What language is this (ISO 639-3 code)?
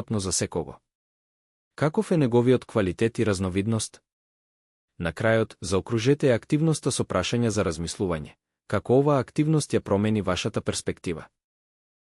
mkd